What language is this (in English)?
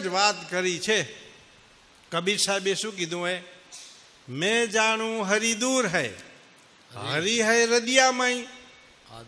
Gujarati